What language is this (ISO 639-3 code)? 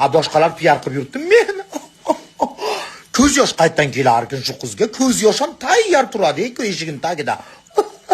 uzb